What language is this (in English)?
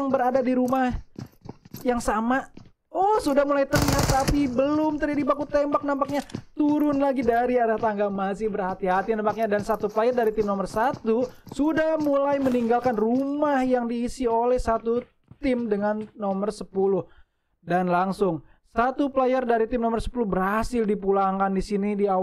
Indonesian